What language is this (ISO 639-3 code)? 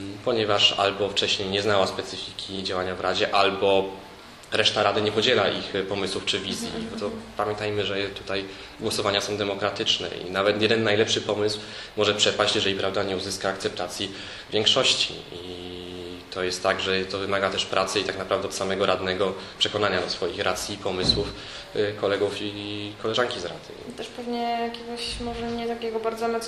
pol